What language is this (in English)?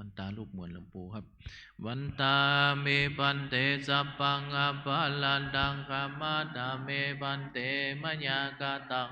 Pali